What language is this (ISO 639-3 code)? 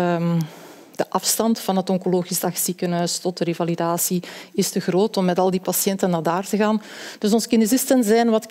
nld